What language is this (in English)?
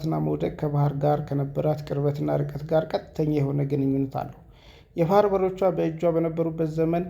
Amharic